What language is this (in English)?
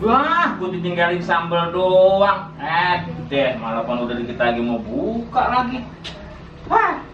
Betawi